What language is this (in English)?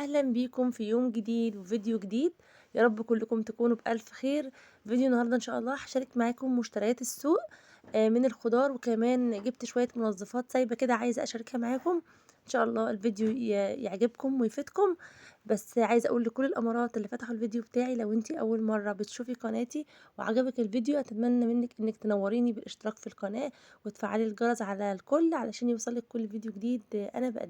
Egyptian Arabic